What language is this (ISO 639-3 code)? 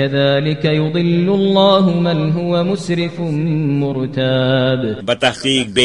kas